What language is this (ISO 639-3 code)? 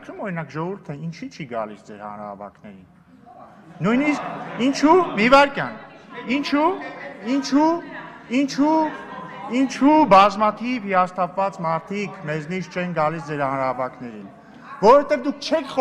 hye